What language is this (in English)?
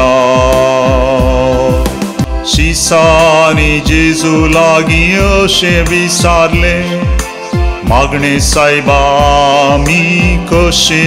Konkani